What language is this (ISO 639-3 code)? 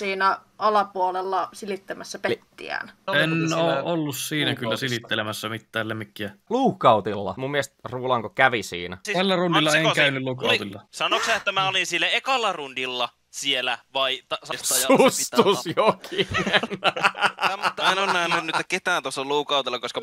fin